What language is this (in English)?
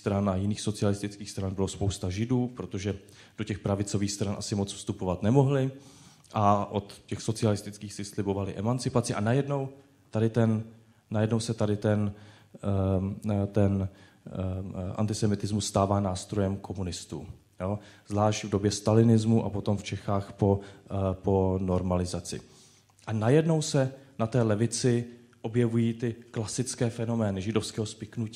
Czech